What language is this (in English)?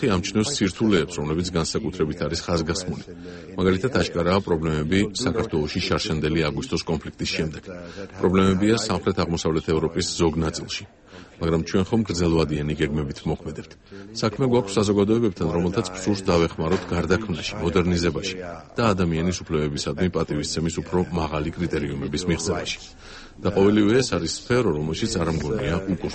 Georgian